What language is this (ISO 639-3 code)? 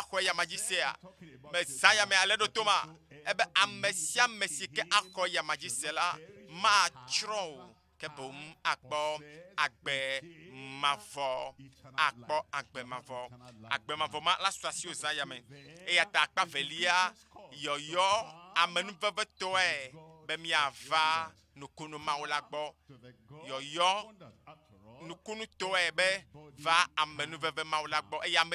ewe